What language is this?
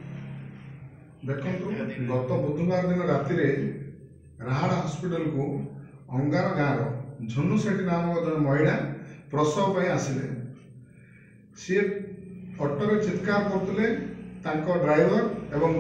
Odia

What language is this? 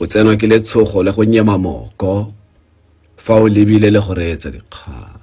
Tswana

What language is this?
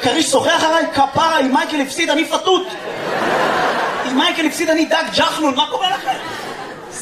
Hebrew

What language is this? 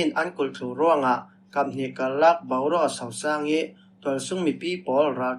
Falam Chin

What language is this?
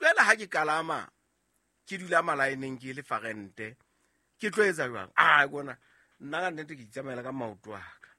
Southern Sotho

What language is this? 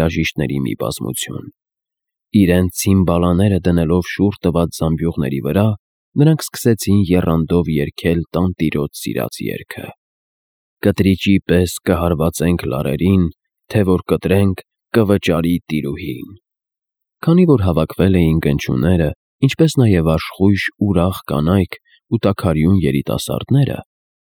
Armenian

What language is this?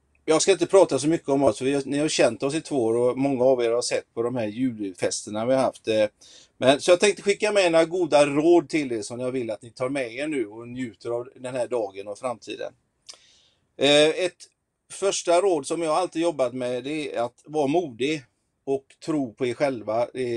Swedish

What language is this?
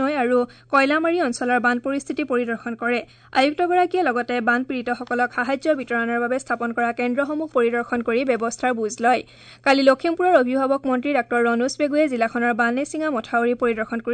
Assamese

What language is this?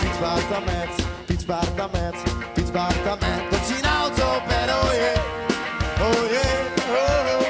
Western Frisian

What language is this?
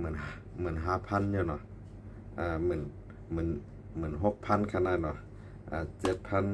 Shan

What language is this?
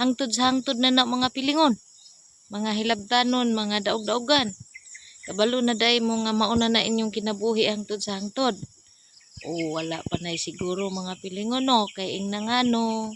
Cebuano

